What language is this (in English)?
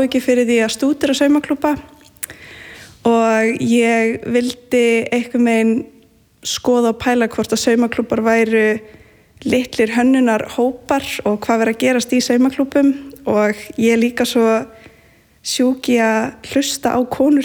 Icelandic